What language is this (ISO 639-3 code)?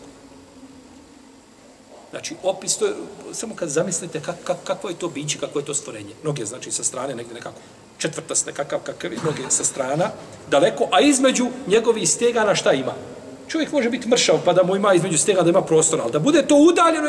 bos